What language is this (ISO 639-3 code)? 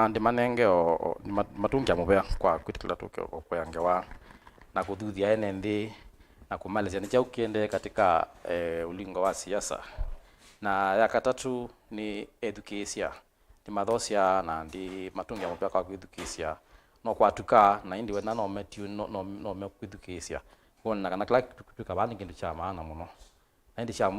kam